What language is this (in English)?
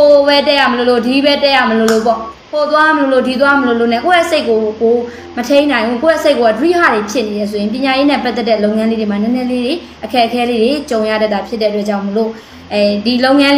Burmese